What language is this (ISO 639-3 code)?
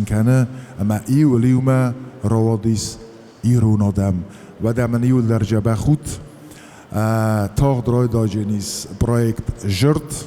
oss